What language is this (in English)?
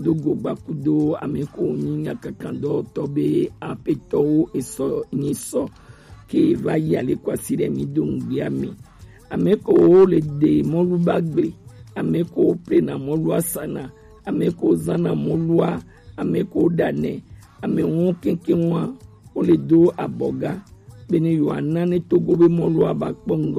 Gen